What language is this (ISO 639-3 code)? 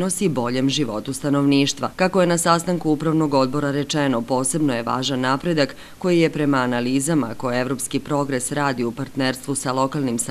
srp